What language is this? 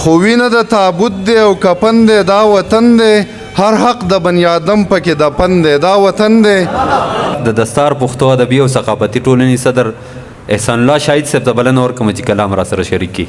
Pashto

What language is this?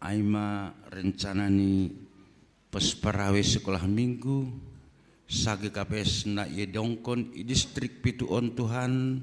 Batak Simalungun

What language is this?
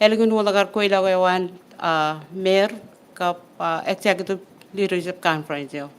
Marshallese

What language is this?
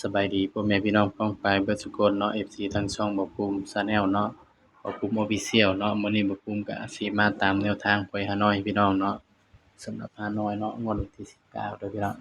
Northeastern Thai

